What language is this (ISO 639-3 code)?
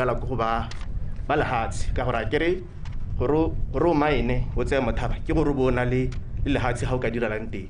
tsn